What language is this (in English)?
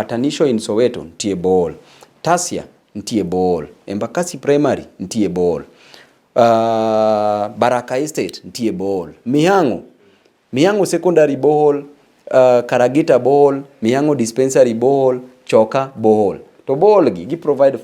Luo (Kenya and Tanzania)